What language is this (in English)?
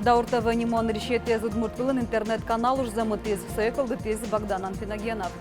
Udmurt